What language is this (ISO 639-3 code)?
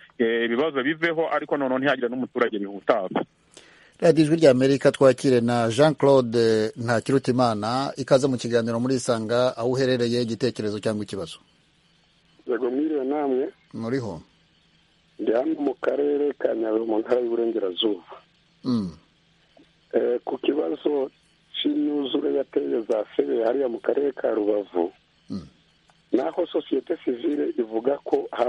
kin